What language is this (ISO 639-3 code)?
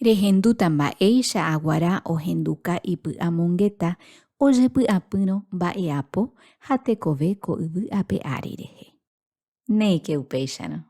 grn